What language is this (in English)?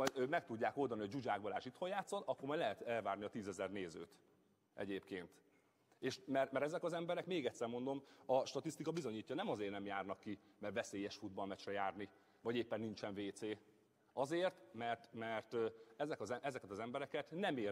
Hungarian